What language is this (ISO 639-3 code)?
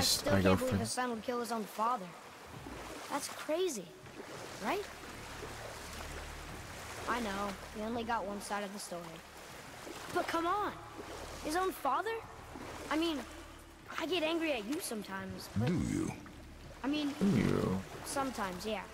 eng